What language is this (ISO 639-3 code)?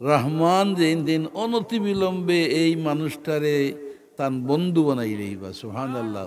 syl